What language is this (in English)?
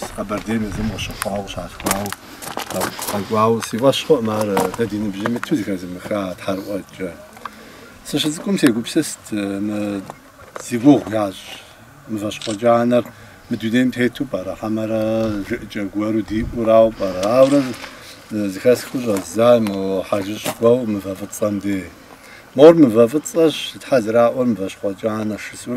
Kabardian